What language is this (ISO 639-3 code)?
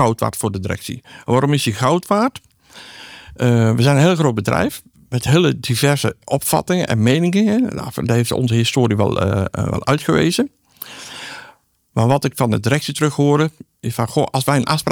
nld